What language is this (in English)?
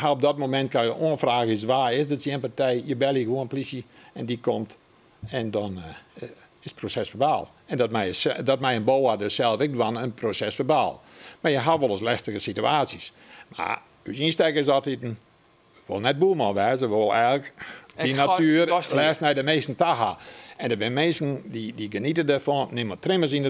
Western Frisian